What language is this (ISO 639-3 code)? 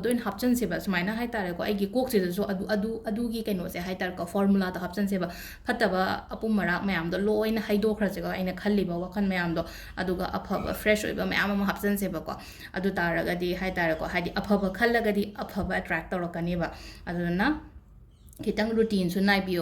mni